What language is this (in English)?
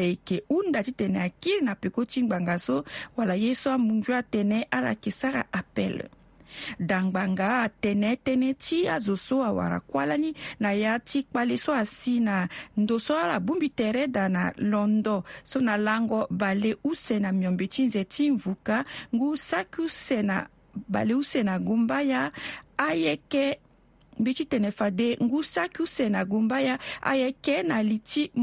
Sango